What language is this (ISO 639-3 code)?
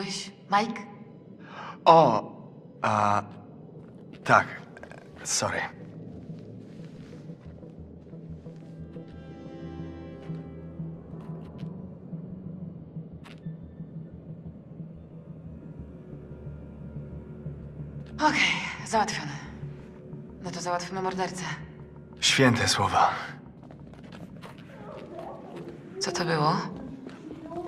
pol